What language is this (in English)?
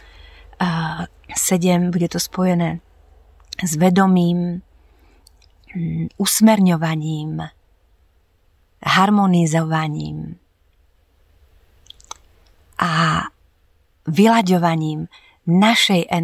Slovak